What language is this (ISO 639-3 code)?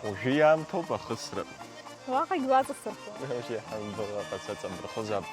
abk